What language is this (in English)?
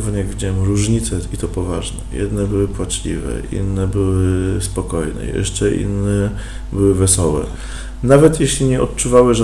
Polish